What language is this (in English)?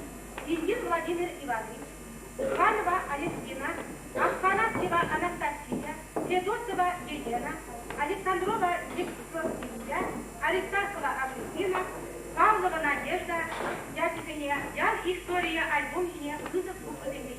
Chuvash